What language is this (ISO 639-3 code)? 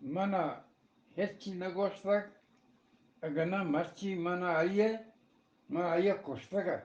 bgp